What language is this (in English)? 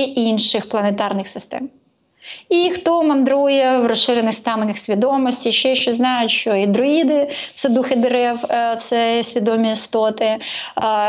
Ukrainian